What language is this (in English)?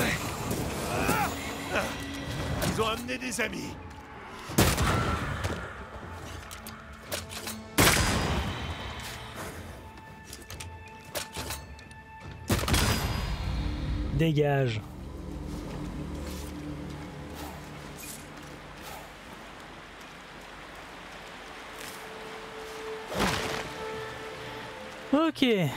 French